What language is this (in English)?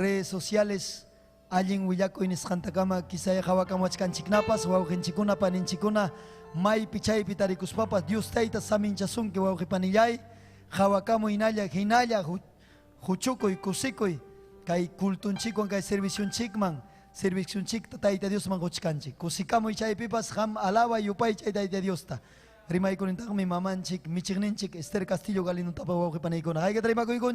Ayacucho Quechua